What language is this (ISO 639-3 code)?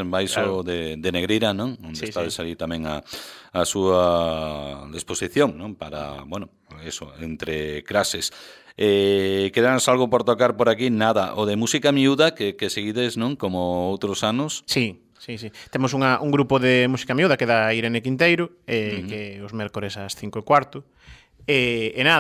glg